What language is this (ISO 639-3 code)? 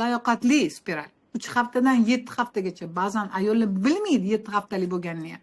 uzb